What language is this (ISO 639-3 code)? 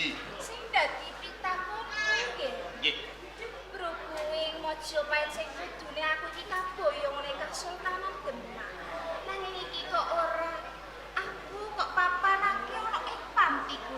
jav